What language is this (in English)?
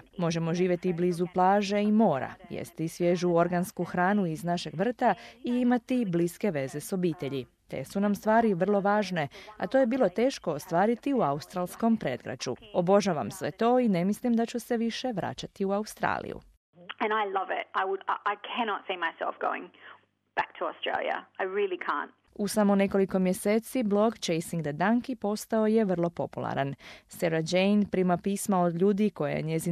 Croatian